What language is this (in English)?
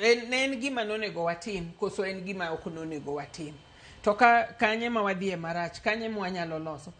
Luo (Kenya and Tanzania)